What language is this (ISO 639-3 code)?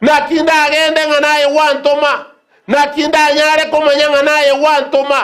guz